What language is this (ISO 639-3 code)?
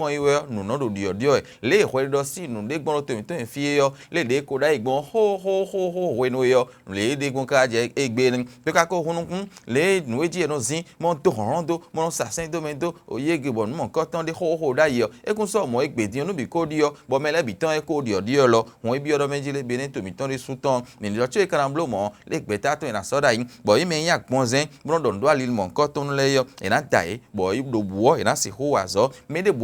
fon